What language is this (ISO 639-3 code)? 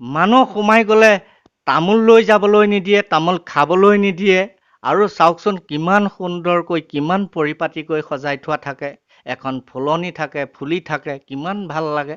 asm